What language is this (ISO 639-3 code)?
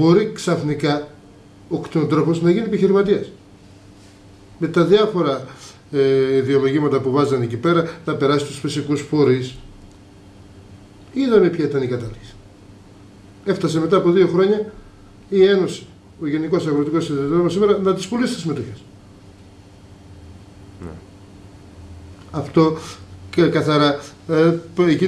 ell